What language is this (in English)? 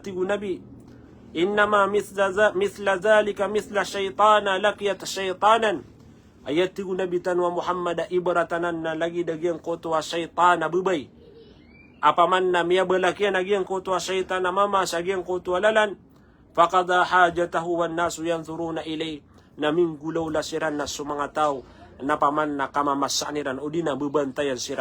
Maranao